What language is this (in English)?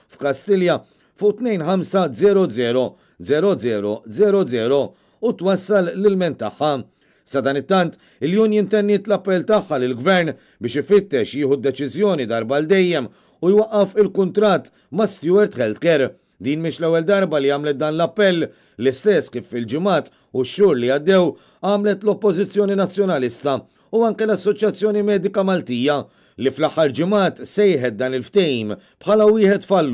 Maltese